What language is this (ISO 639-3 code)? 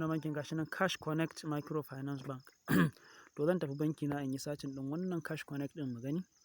hau